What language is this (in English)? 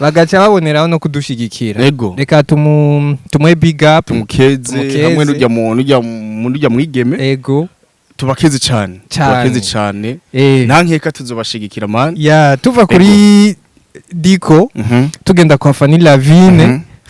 Rundi